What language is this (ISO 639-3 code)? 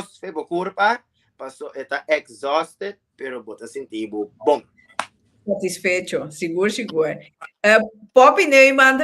pap